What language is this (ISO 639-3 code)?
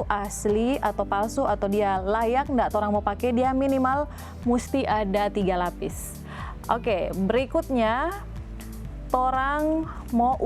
xmm